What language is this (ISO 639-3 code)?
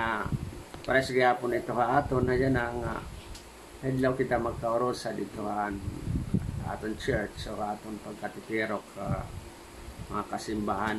war